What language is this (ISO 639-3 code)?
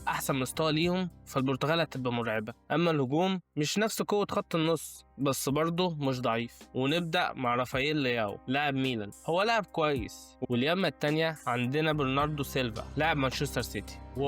arz